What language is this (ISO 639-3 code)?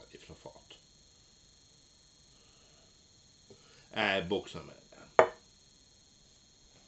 nor